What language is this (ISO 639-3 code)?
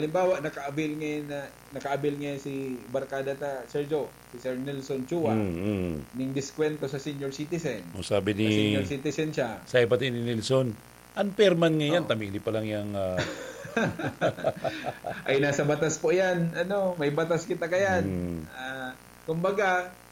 bik